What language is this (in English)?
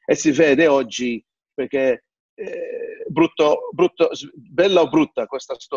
Italian